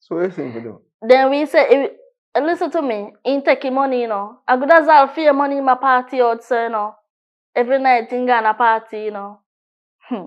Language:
Jamaican Creole English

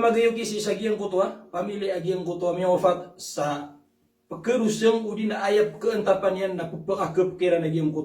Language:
Maranao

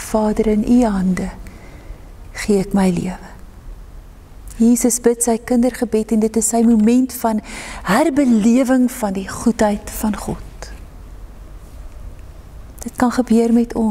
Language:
Afrikaans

